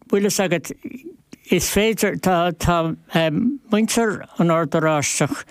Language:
Irish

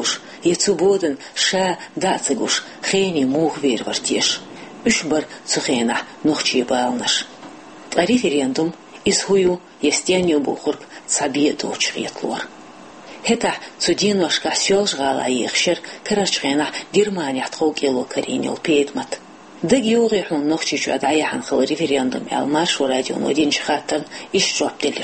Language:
Chechen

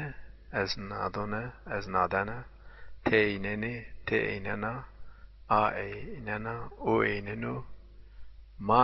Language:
Zaza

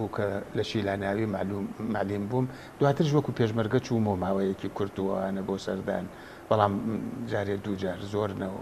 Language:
Central Kurdish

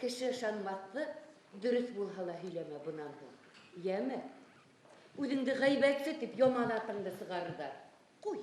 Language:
Bashkir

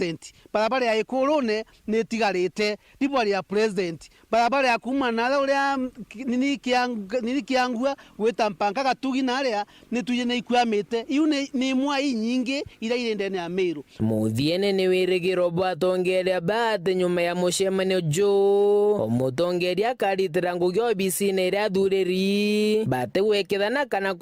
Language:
Meru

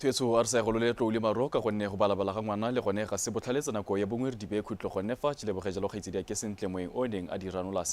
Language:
Tswana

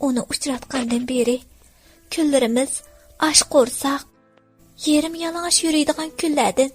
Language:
Uyghur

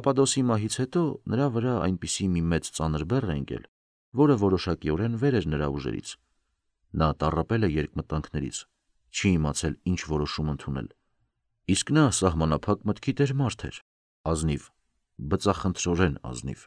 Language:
Armenian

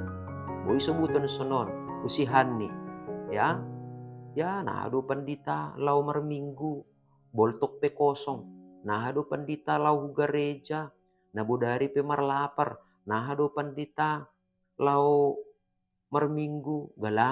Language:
Batak Simalungun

